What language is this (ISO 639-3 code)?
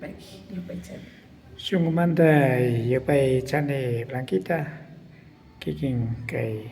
qvi